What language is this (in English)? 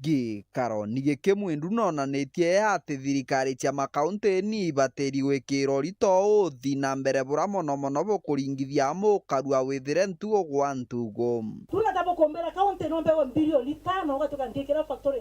Meru